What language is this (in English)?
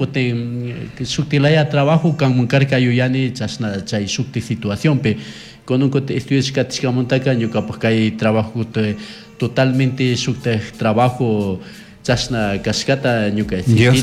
Chimborazo Highland Quichua